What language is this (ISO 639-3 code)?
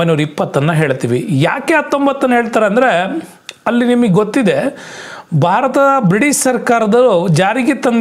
kan